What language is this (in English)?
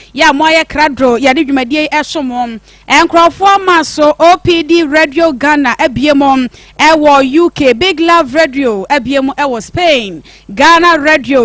Akan